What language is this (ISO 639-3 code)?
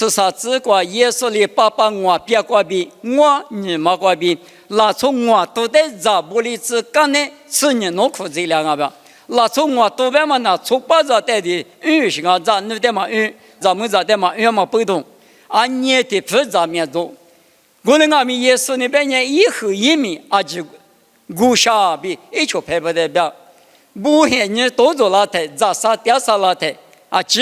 lis